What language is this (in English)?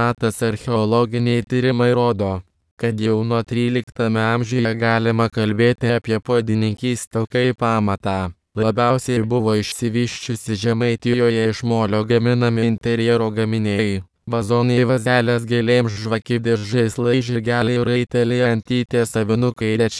Lithuanian